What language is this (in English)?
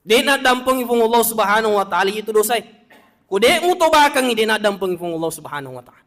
Buginese